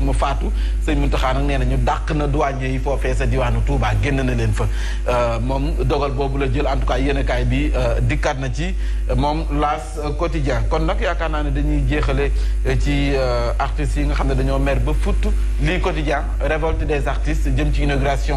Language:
Wolof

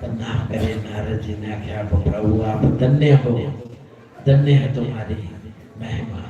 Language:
Dogri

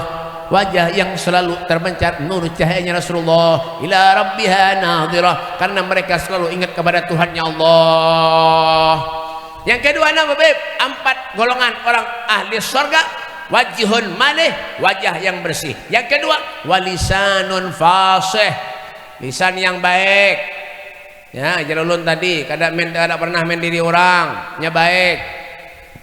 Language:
Banjar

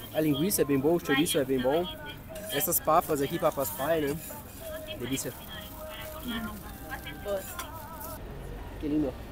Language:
Portuguese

